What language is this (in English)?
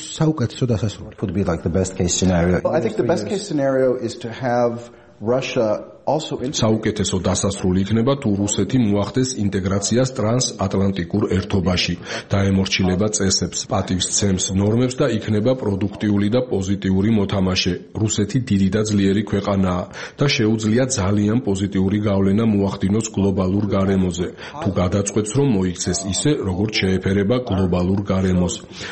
Georgian